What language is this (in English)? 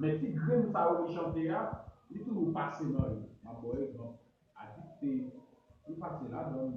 Haitian Creole